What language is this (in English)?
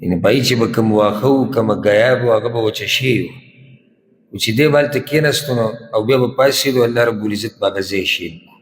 Pashto